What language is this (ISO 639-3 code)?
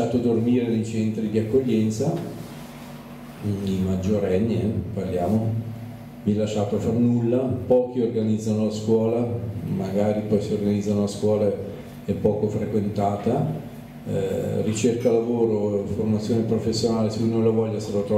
ita